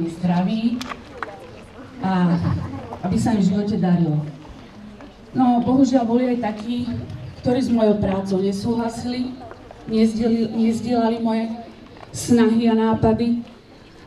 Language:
Slovak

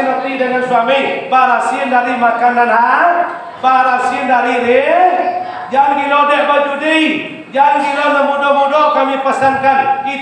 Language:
Minangkabau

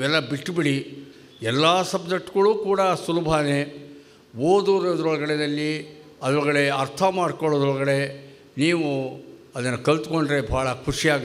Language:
Kannada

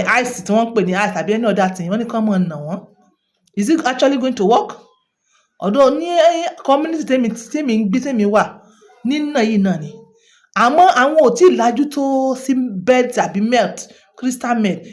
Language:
Yoruba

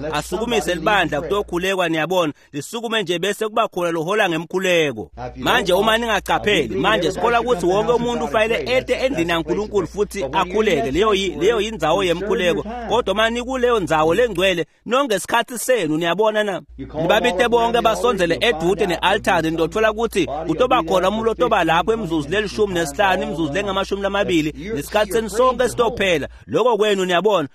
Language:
Swati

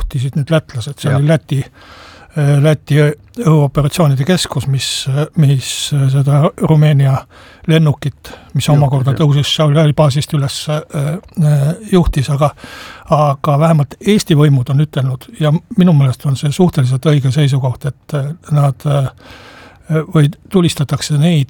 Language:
Estonian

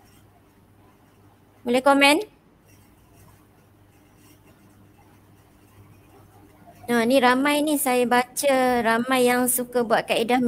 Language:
Malay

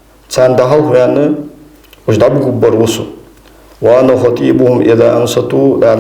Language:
Ingush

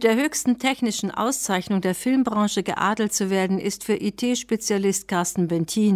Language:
German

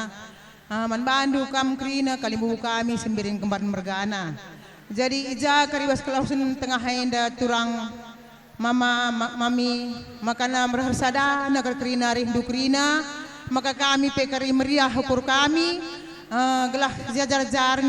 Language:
Batak Karo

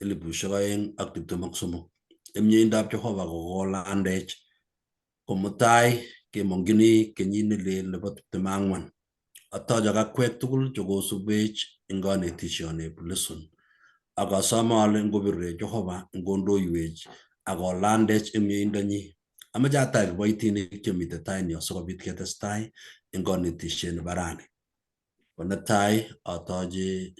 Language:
Kalenjin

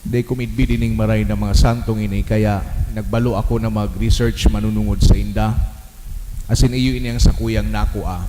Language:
Bikol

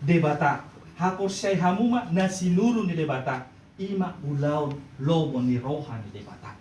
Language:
Batak Toba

